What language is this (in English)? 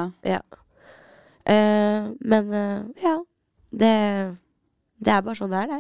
Norwegian